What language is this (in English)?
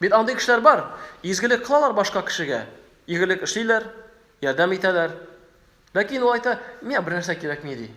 Tatar